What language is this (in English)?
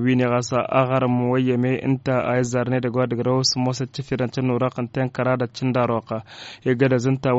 Tamasheq